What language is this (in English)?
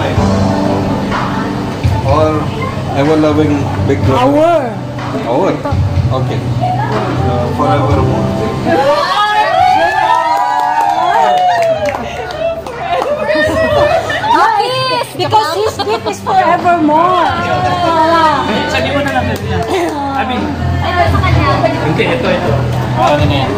Filipino